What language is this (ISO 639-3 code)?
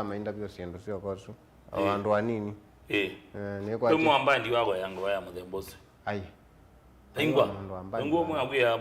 kam